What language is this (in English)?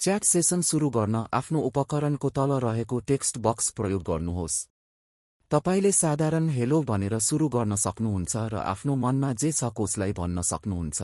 Nepali